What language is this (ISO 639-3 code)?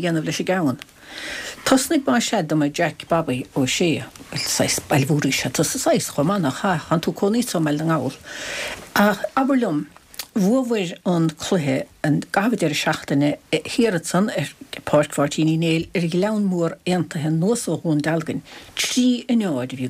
gle